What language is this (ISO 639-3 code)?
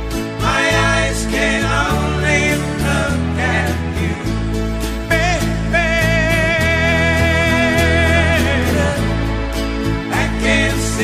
eng